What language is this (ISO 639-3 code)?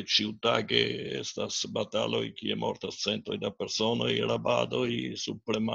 epo